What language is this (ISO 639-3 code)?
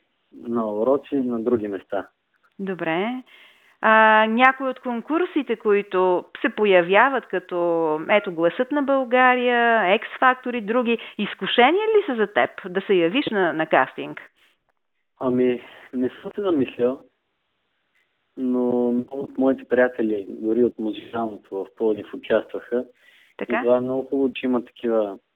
bul